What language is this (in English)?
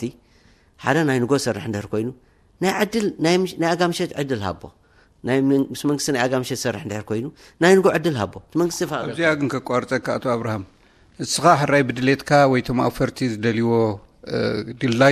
Tigrinya